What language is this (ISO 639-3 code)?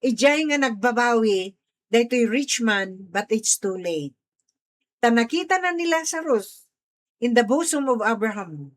ilo